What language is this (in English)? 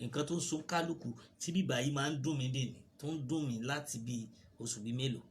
Yoruba